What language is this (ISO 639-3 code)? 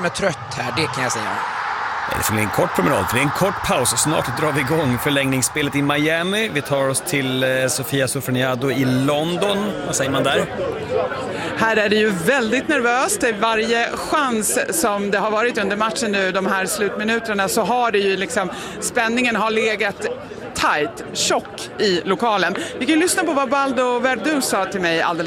swe